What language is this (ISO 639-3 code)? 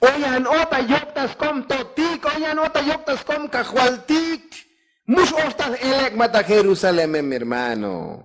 tzo